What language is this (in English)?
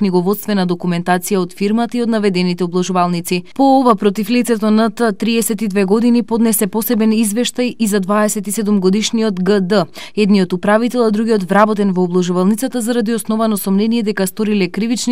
Macedonian